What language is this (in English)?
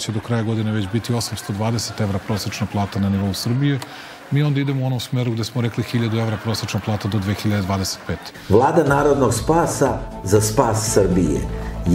Serbian